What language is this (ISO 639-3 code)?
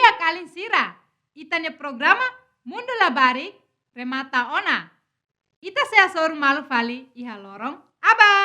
tet